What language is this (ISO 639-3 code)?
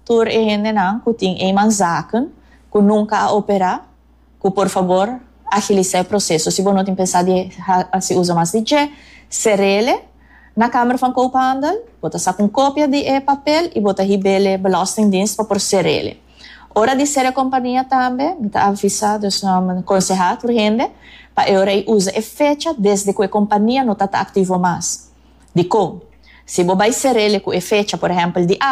pap